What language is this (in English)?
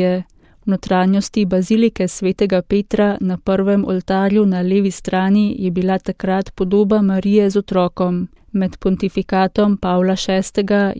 Slovenian